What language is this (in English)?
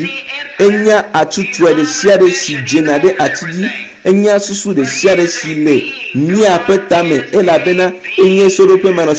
Ewe